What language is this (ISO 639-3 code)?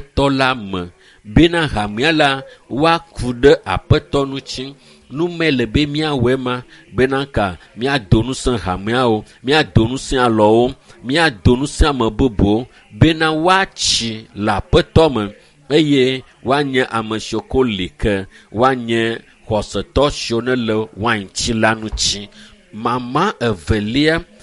ewe